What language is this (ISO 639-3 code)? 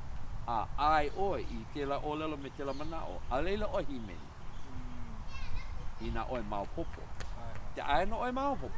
haw